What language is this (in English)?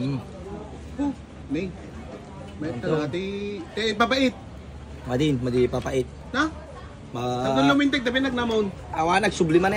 Iloko